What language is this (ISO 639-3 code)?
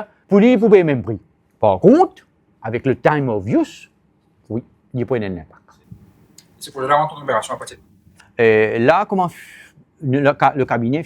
mfe